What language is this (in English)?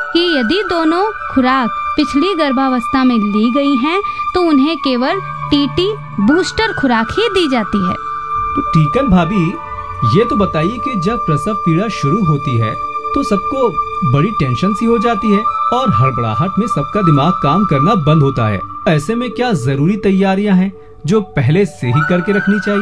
Hindi